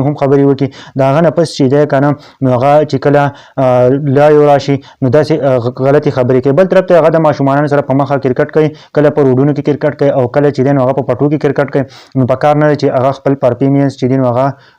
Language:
Pashto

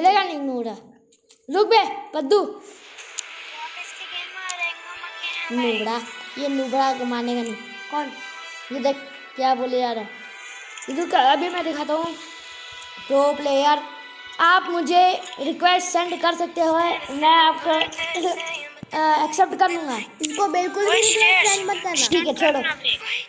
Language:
Hindi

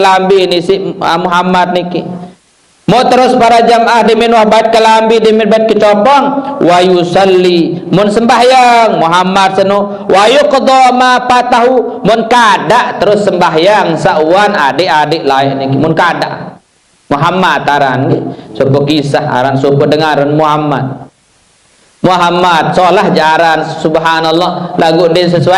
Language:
Sasak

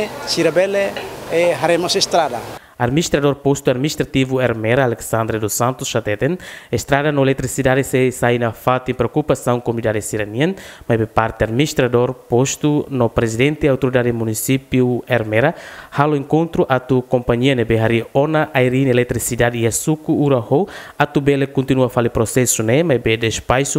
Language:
Tetum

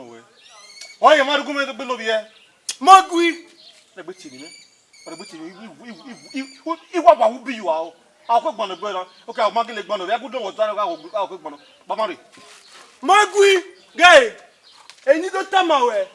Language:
Bini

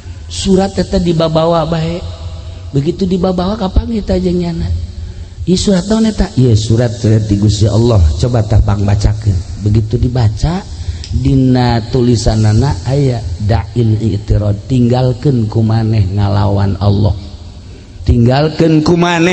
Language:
Sundanese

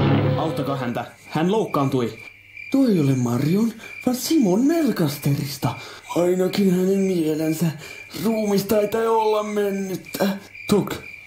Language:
Finnish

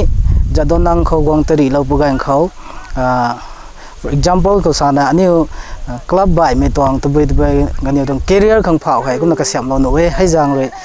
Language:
Rongmei Naga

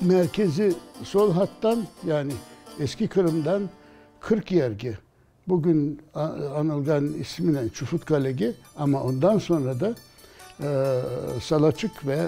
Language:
Crimean Tatar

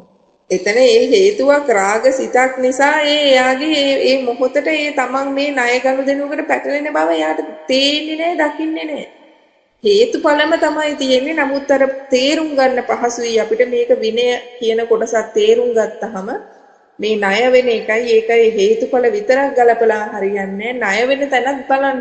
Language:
Sinhala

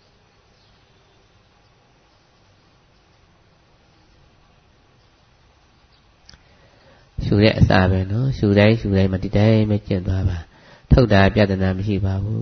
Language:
Burmese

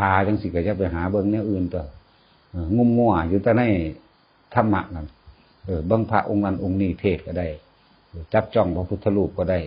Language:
Northeastern Thai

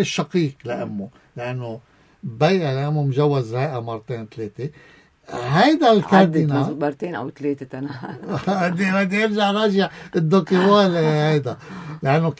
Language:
North Levantine Arabic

